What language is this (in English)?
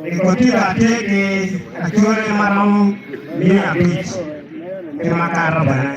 Acoli